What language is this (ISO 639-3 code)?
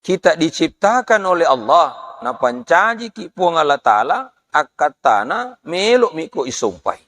bug